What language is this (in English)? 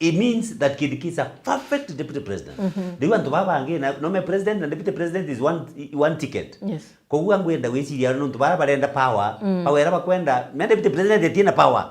Meru